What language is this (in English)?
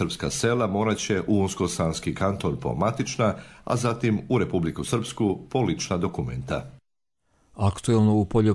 Serbian